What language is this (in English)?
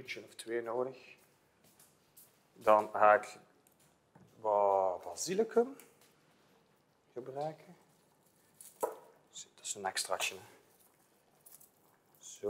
Dutch